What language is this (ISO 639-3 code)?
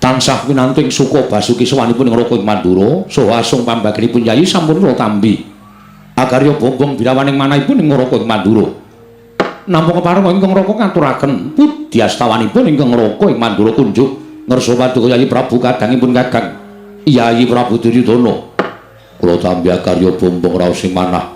jav